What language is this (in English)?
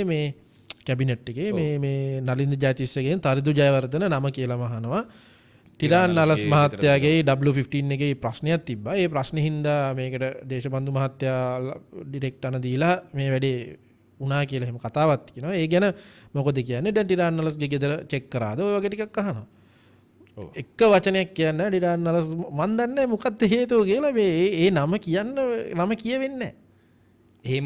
Sinhala